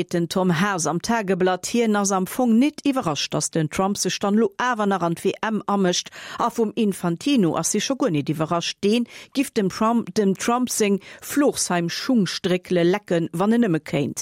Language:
Luxembourgish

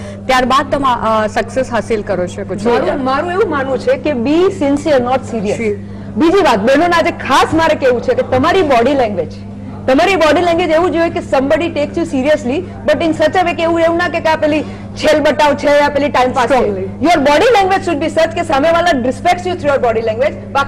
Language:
Gujarati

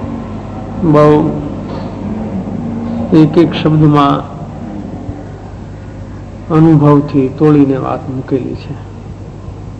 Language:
Gujarati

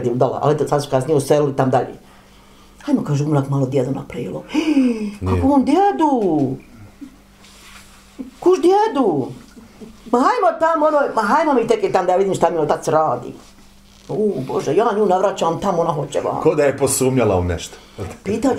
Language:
Bosnian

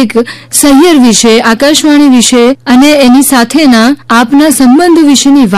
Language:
Gujarati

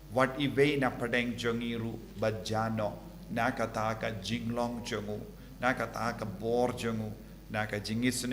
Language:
Khasi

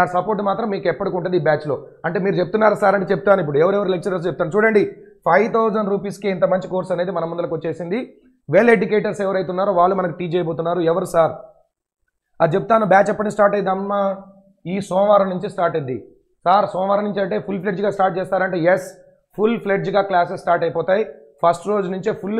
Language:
Telugu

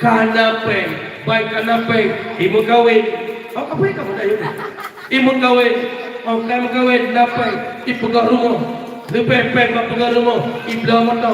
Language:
Achinese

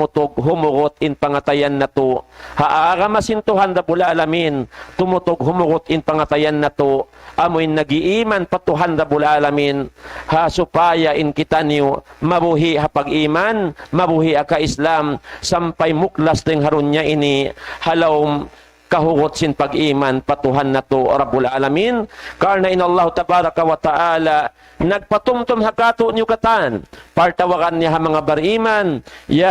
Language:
Tausug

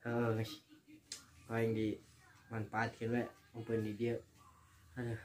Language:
Sundanese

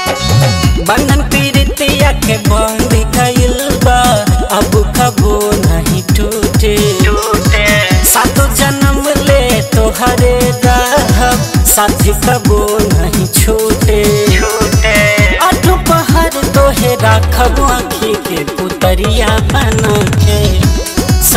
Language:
Bhojpuri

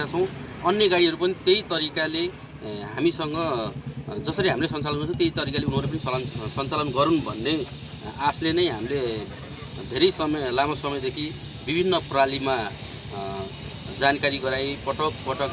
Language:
Nepali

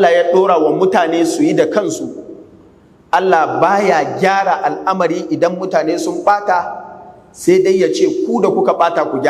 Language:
Hausa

